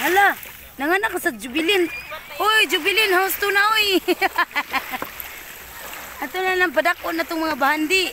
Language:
Cebuano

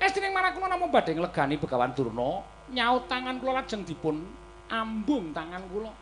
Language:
Javanese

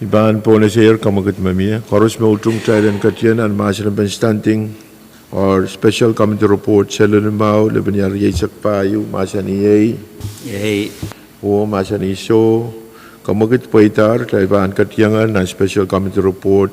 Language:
Pohnpeian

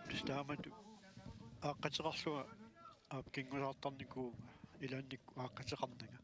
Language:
Kalaallisut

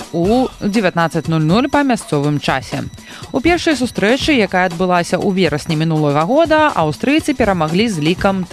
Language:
Belarusian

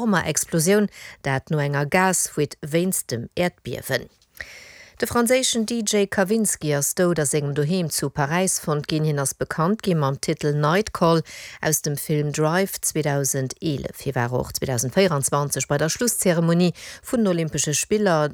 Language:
Luxembourgish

